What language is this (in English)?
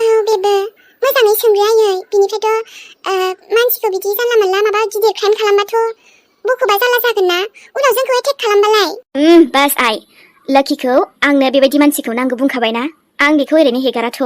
Bodo